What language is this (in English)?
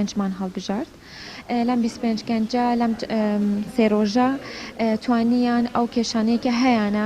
Central Kurdish